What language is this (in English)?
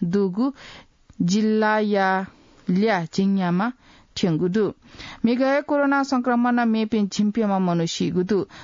Newari